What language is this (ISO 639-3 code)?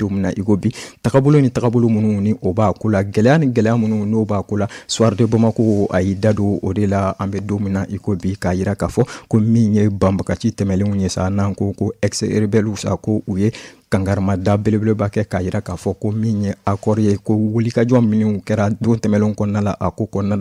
bam